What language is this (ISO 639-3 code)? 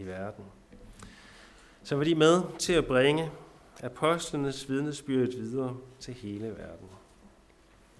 dan